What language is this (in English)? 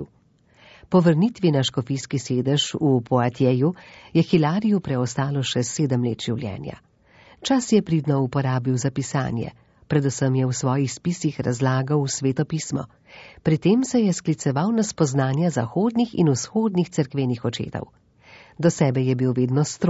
Slovenian